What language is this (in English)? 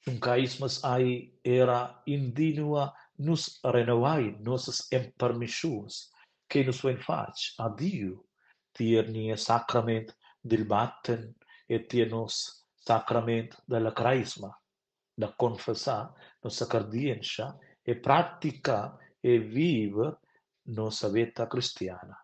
Romansh